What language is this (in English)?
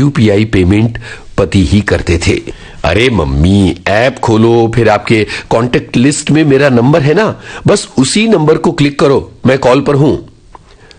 Hindi